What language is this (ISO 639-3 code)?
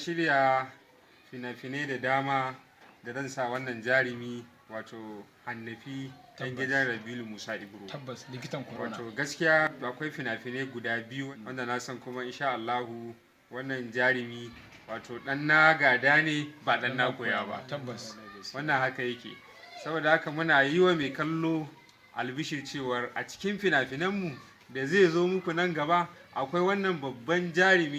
hau